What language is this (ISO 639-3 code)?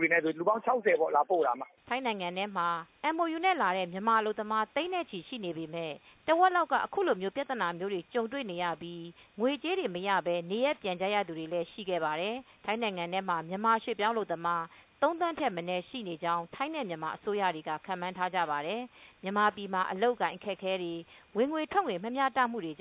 mya